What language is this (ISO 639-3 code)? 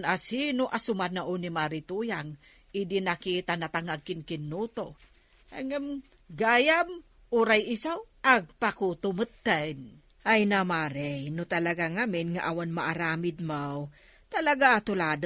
ilo